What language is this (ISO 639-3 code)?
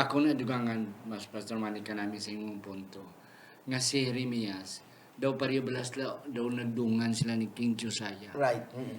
hil